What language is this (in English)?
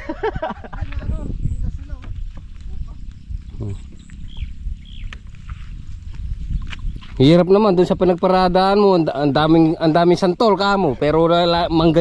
Filipino